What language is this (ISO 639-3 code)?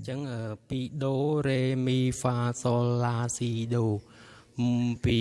khm